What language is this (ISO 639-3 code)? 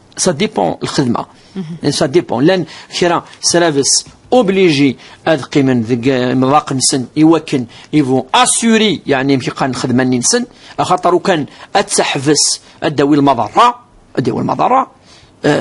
kab